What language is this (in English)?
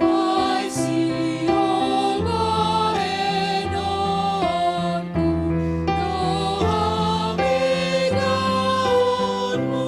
Batak Simalungun